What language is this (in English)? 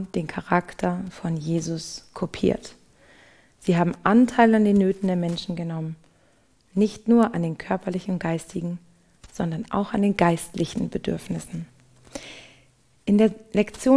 German